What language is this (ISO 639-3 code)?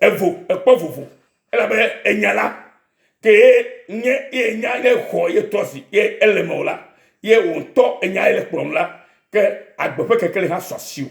ewe